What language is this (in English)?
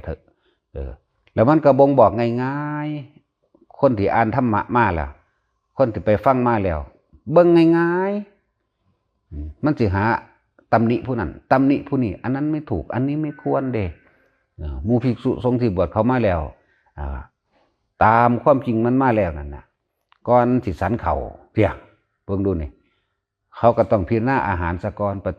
Northeastern Thai